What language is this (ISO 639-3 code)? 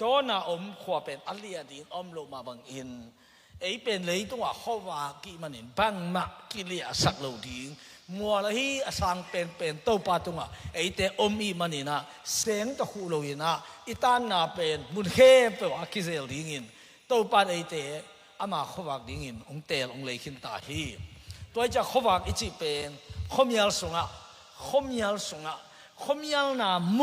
ctd